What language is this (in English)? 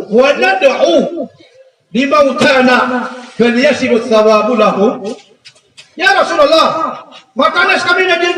Maranao